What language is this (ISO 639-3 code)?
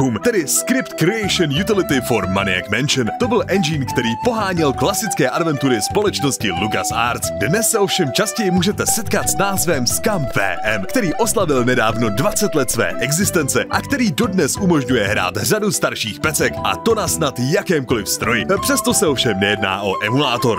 ces